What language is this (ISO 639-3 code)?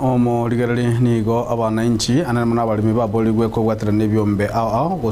guz